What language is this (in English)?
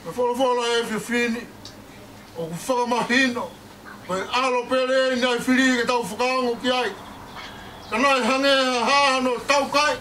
Tongan